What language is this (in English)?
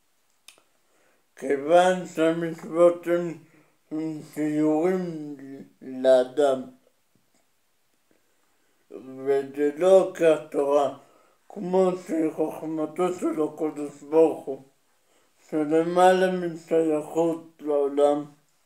Hebrew